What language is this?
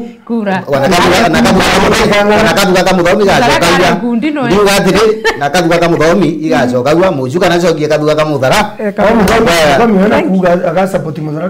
Meru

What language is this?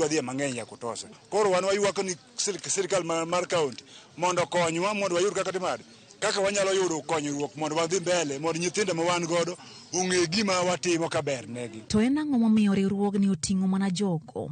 Luo (Kenya and Tanzania)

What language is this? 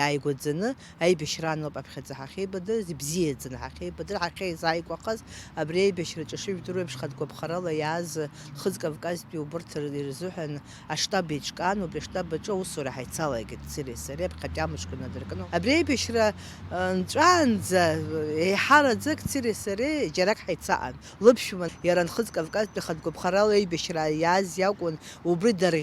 Abkhazian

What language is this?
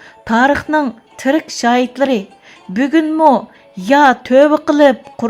Uyghur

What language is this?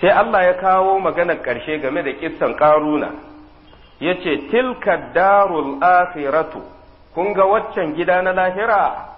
Hausa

